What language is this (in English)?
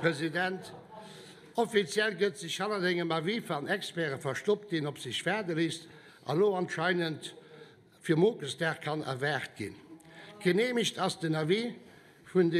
Luxembourgish